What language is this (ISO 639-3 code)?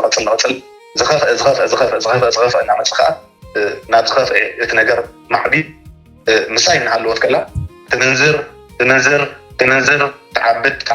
tir